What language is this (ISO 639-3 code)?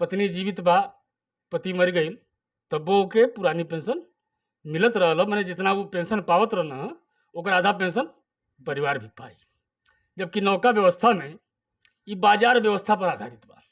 bho